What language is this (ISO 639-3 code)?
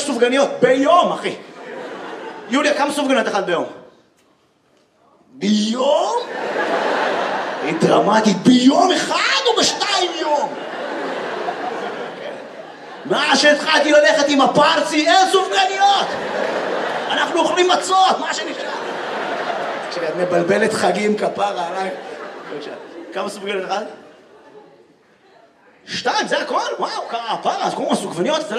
heb